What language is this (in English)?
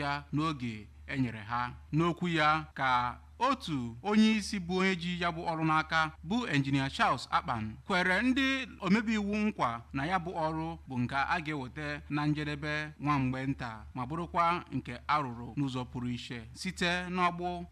Igbo